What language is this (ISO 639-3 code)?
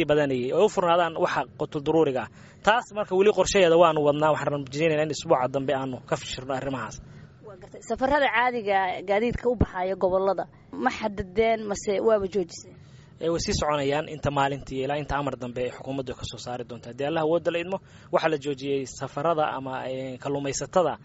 som